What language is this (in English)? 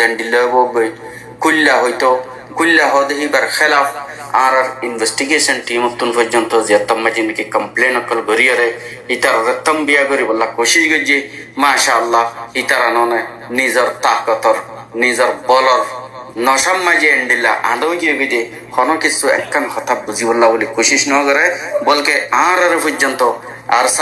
Rohingya